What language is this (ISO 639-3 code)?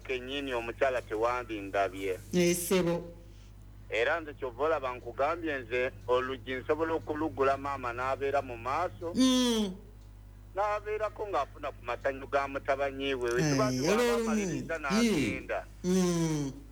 lug